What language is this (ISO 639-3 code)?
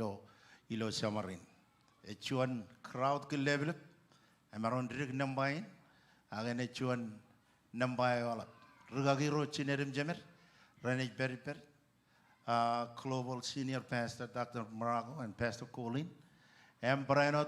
mah